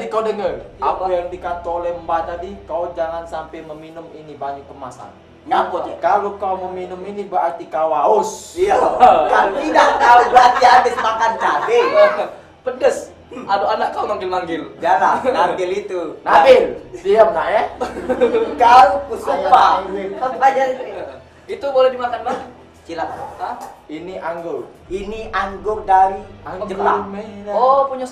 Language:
Musi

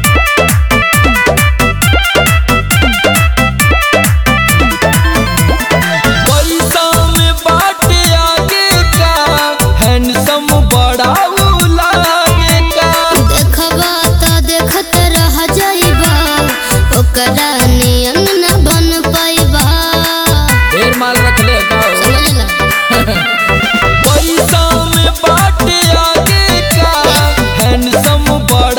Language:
Bhojpuri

